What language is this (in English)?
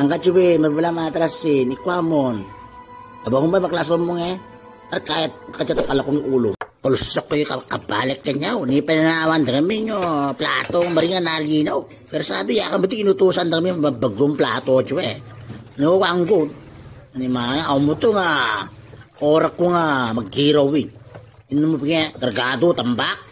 Itawit